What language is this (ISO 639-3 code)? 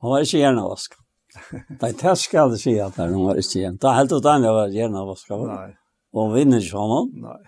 fao